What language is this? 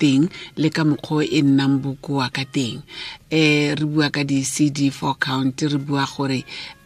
Tswana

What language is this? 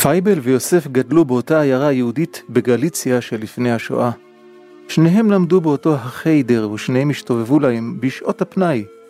Hebrew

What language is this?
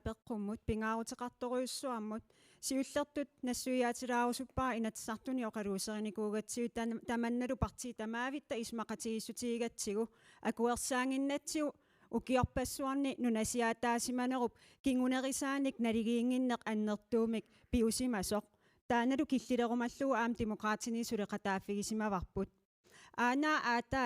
Kalaallisut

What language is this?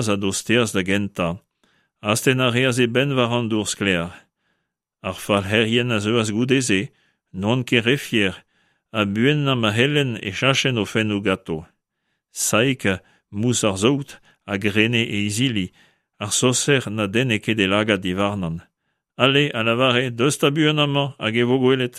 Breton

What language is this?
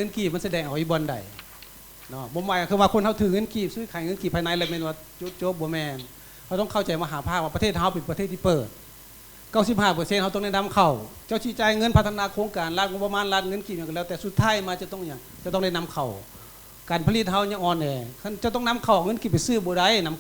Lao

